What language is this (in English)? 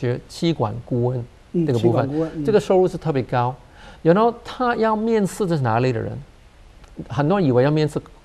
Chinese